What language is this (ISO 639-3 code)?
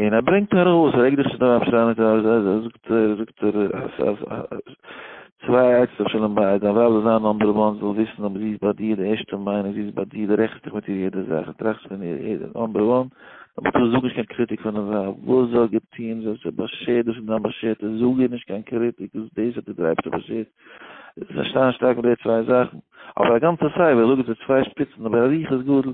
yid